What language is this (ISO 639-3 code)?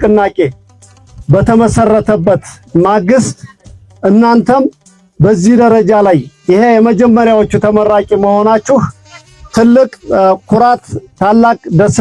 amh